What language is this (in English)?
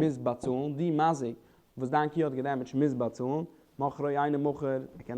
Yiddish